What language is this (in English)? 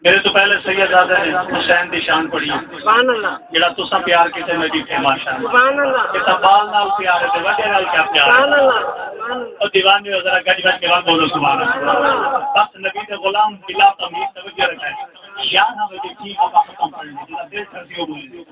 Saraiki